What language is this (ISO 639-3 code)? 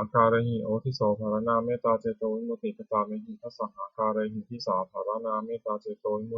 pli